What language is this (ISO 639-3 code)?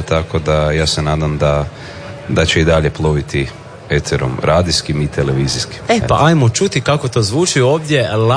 hrv